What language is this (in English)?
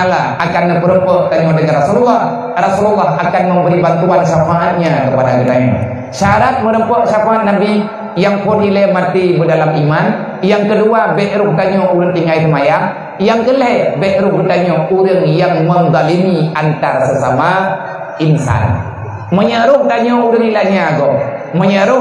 Achinese